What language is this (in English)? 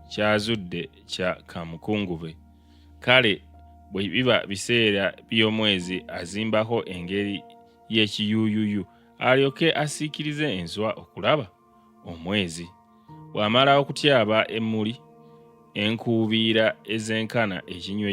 Ganda